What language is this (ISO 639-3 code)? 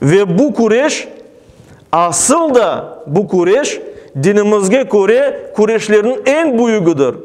crh